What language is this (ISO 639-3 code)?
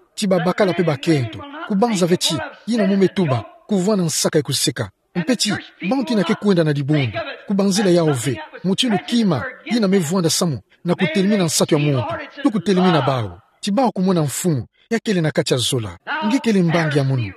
ktu